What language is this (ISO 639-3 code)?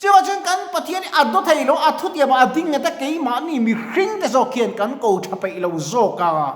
lus